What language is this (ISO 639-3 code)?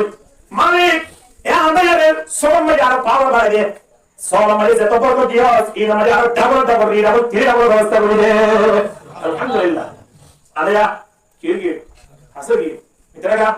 rhg